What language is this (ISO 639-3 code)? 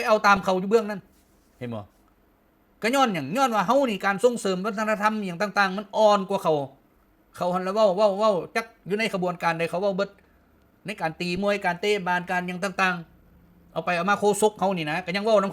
lao